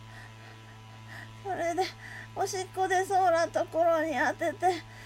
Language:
Japanese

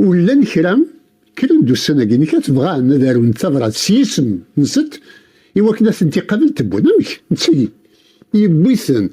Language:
Kabyle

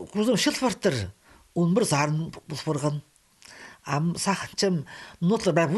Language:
Khakas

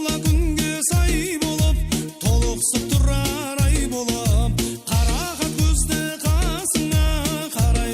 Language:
Kara-Kalpak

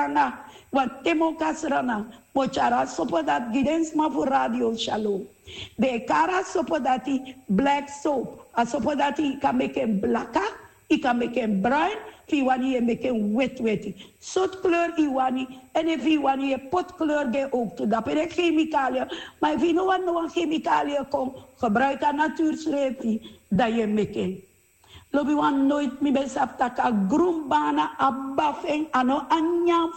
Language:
Sranan Tongo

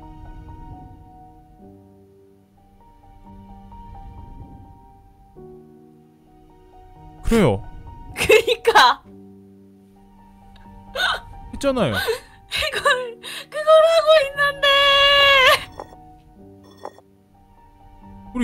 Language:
Korean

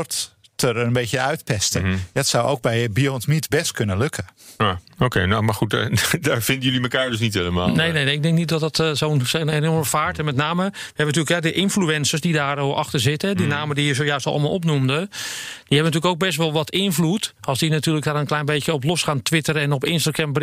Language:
Dutch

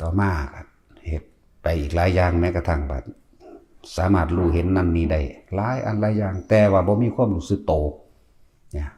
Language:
Northeastern Thai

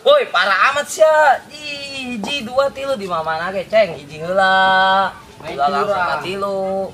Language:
Sundanese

